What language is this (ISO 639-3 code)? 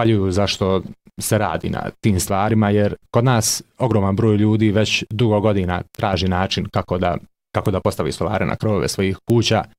bos